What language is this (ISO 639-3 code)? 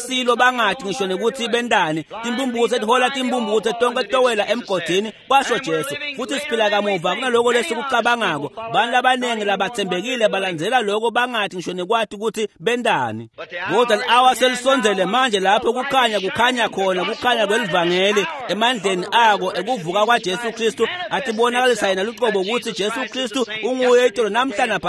ssw